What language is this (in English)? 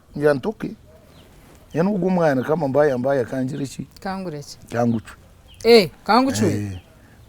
Nyankole